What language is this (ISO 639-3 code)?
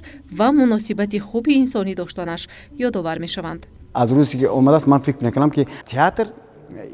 tgk